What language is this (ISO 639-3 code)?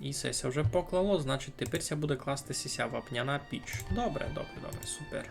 rue